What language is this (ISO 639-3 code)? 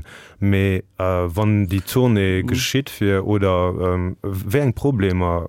ltz